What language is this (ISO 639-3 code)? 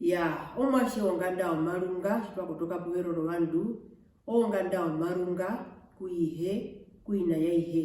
her